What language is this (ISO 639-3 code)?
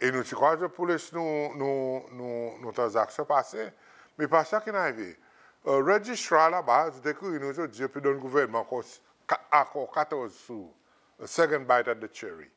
crs